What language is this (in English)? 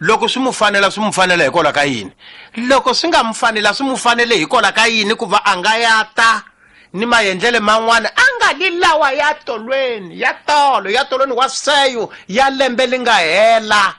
Tsonga